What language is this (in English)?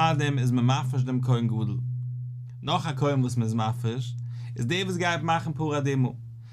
Yiddish